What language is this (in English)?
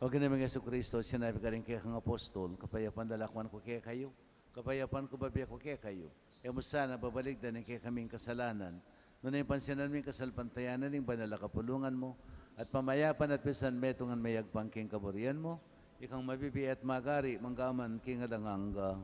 Pampanga